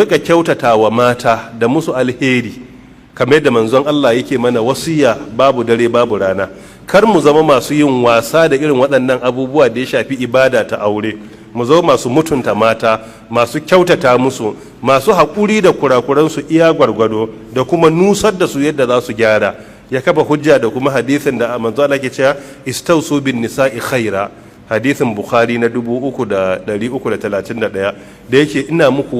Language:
Hausa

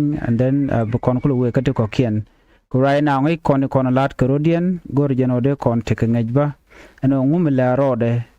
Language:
Nuer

